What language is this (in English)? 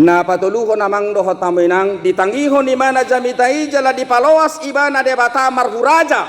Batak Toba